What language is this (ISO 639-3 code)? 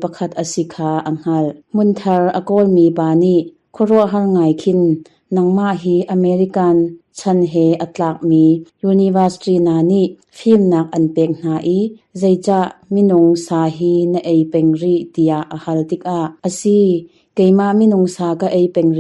cnh